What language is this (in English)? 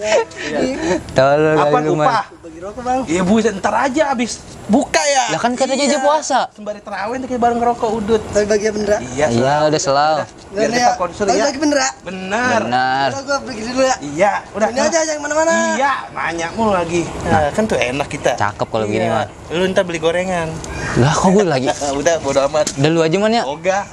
Betawi